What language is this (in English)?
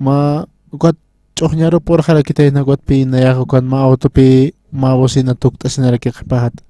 Aymara